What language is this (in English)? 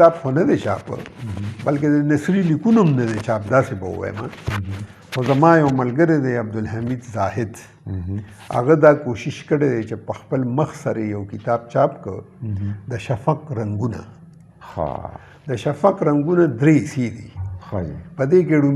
Pashto